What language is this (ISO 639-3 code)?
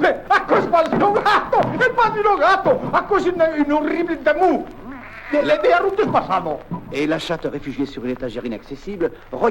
oci